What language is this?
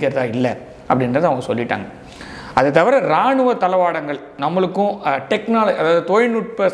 Tamil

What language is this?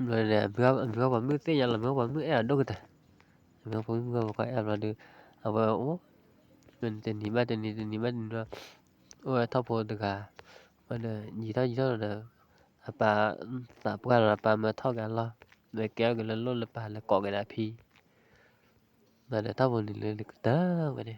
S'gaw Karen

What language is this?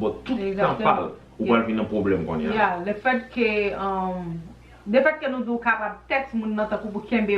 Haitian Creole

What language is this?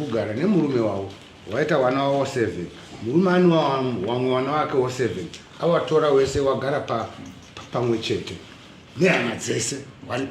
Shona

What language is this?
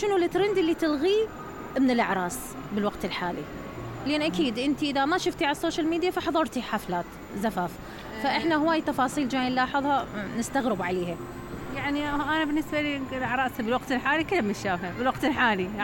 Mesopotamian Arabic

